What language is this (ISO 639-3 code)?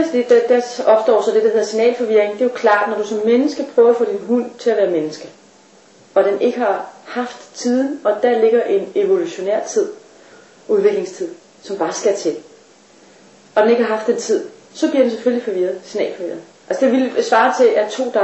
dan